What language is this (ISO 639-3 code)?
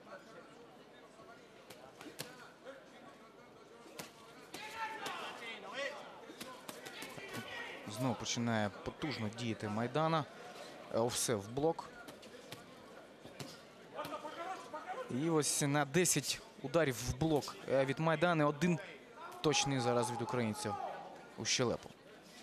ukr